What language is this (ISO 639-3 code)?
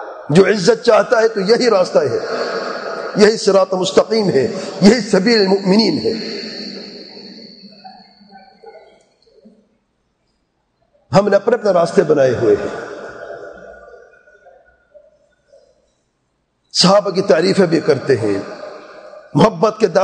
urd